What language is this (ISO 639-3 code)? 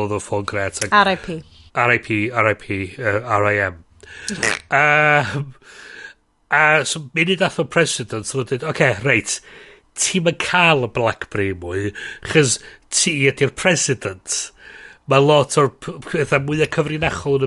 cym